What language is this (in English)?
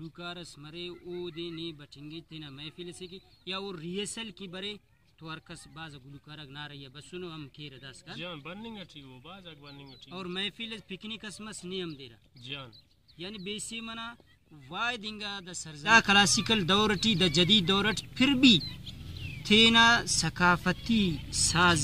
Brahui